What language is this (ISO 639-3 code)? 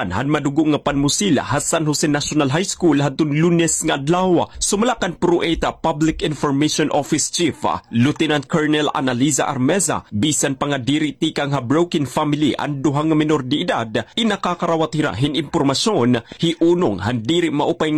war